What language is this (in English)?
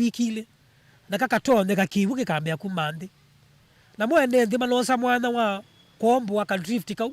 Kamba